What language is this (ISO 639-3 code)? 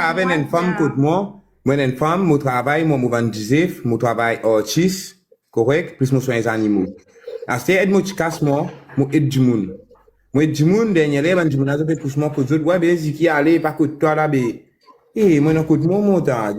mfe